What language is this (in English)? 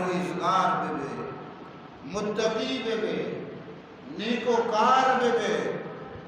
Eastern Balochi